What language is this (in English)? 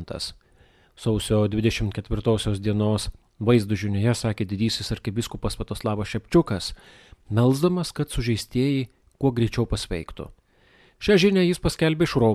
Lithuanian